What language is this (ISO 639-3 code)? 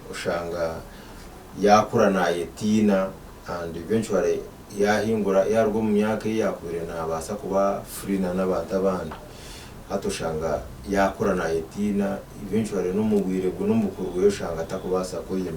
nyn